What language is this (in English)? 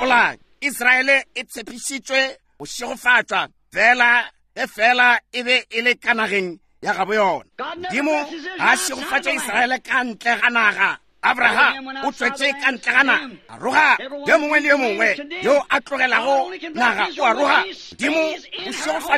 Northern Sotho